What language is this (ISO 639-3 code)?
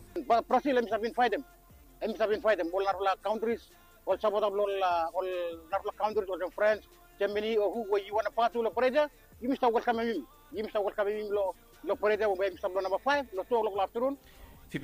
bis